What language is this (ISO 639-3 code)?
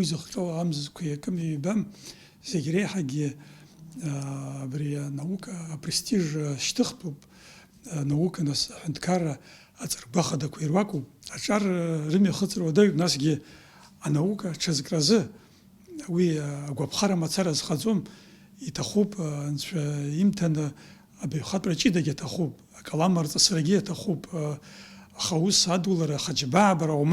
abk